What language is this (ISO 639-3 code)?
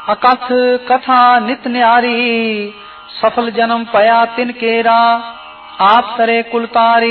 pan